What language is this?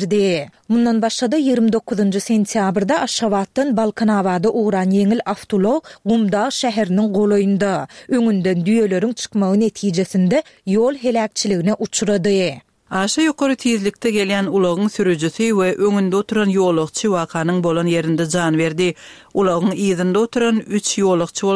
Turkmen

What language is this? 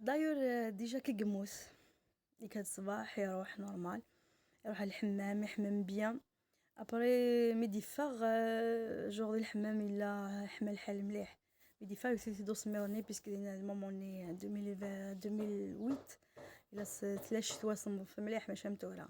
Kabyle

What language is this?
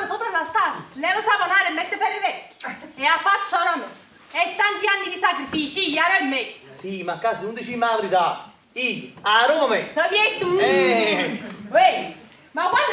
Neapolitan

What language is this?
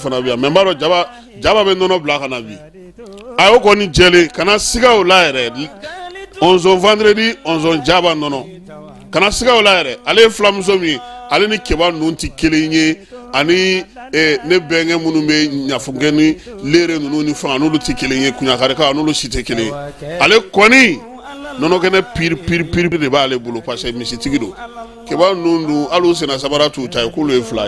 Bambara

